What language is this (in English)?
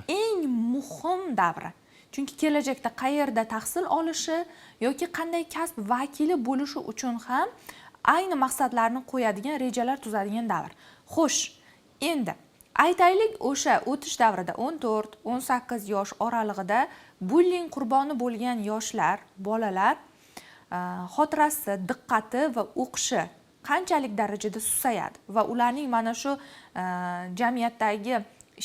Uzbek